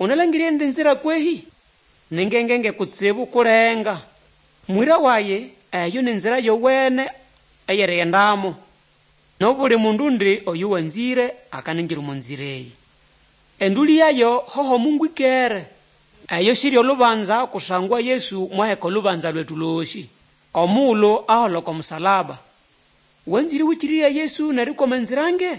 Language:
Nande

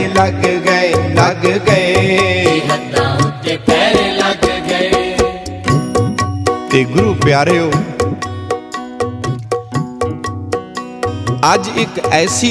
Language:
Punjabi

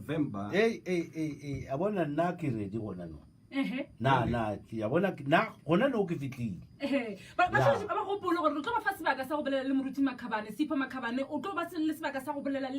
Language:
Northern Sotho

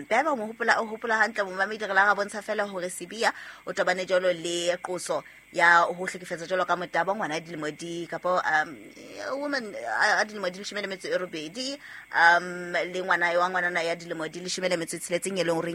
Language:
Southern Sotho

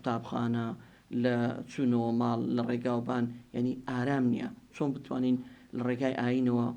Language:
Central Kurdish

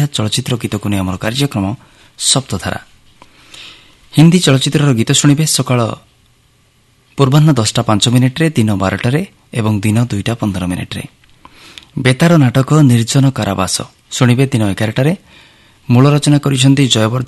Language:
Odia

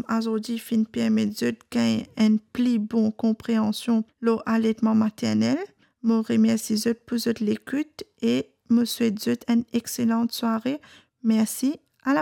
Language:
Morisyen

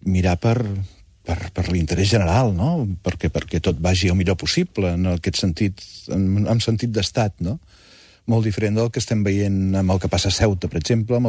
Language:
Catalan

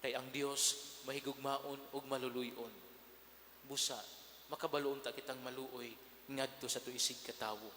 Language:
Cebuano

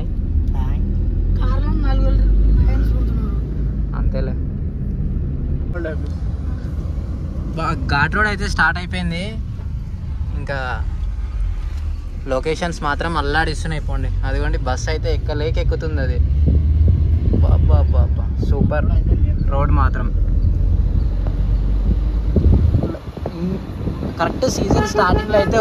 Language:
Telugu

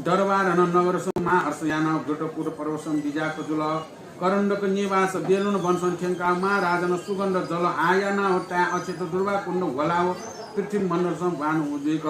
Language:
Newari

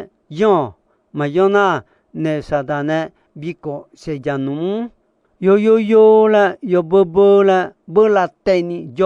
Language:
Akha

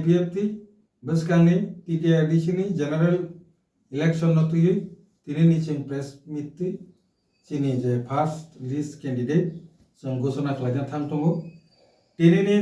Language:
Kok Borok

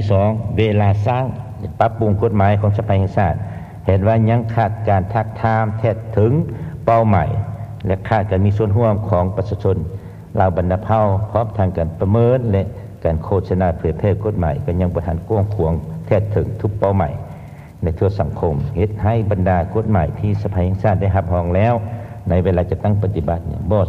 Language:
Lao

